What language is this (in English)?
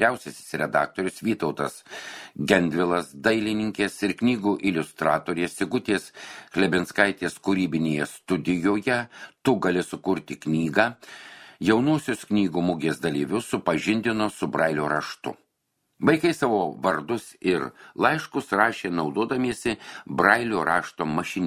Lithuanian